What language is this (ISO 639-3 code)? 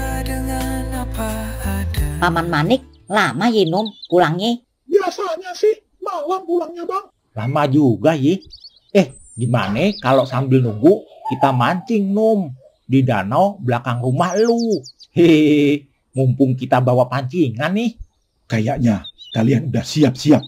bew